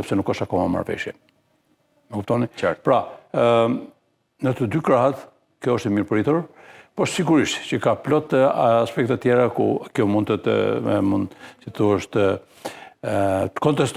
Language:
Albanian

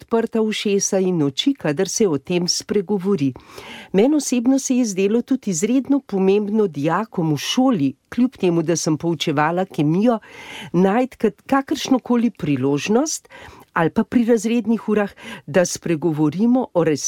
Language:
Slovenian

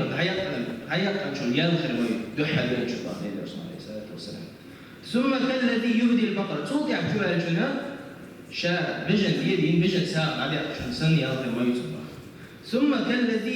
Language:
Chechen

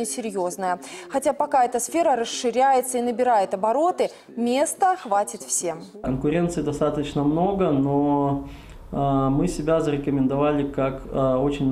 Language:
Russian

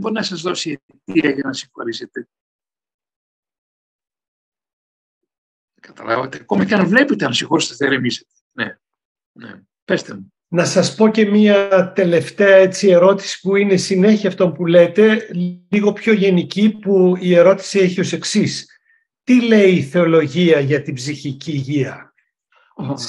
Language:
Greek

